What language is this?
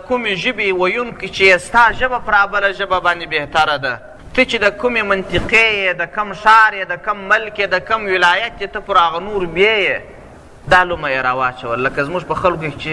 Pashto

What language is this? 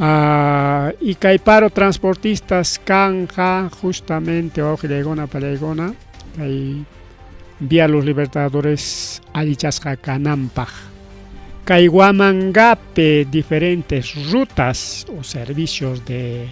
Ayacucho Quechua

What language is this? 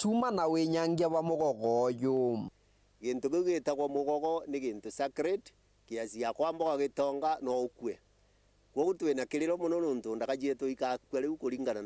Meru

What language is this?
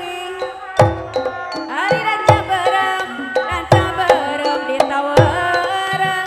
Sundanese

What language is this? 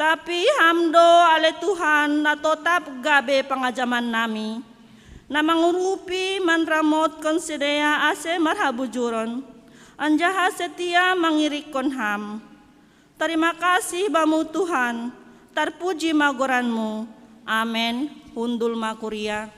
Batak Simalungun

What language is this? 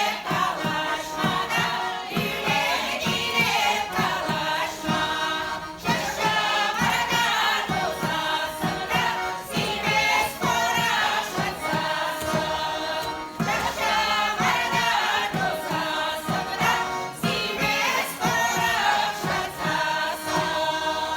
Chuvash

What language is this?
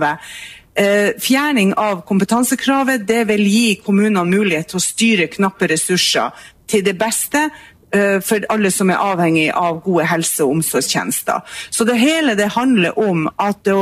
Norwegian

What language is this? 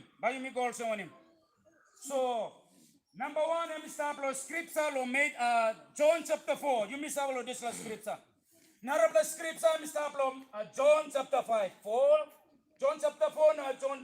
Tok Pisin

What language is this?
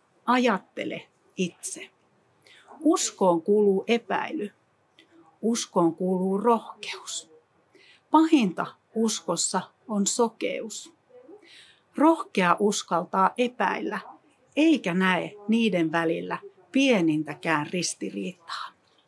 Finnish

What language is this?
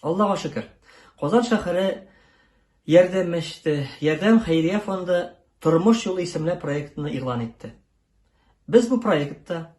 Tatar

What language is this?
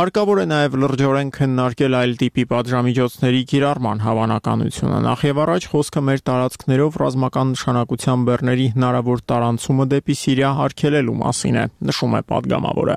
Armenian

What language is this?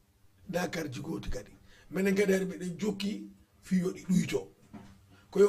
Fula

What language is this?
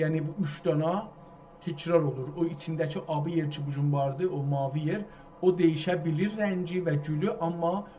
South Azerbaijani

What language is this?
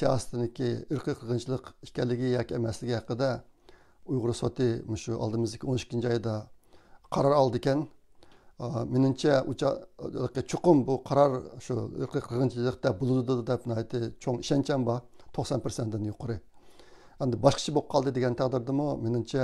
Uyghur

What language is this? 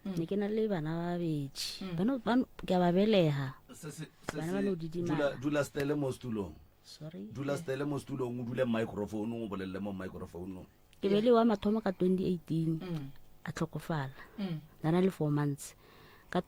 Northern Sotho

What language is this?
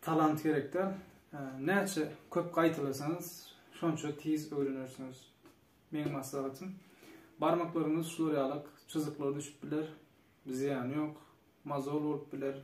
Turkmen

